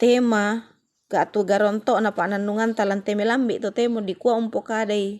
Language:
Toraja-Sa'dan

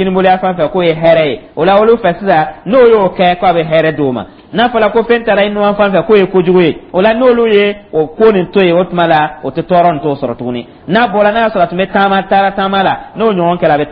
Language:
Dyula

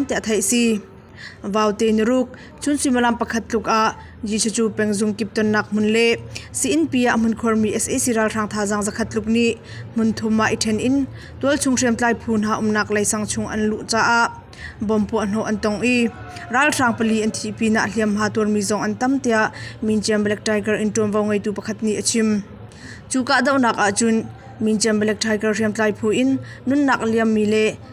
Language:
Hakha Chin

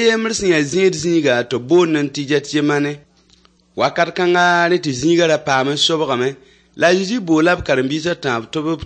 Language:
Mossi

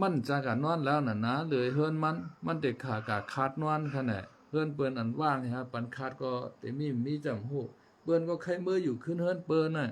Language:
Shan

